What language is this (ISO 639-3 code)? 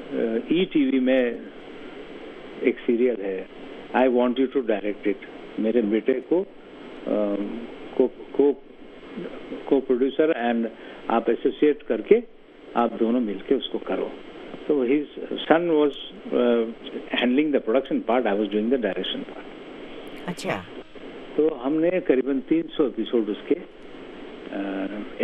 hin